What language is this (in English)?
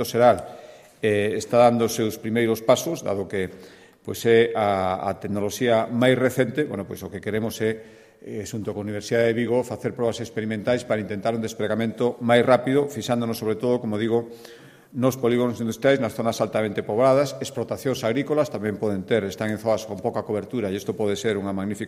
Galician